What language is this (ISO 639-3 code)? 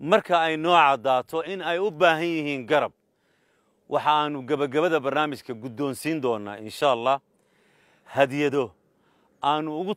som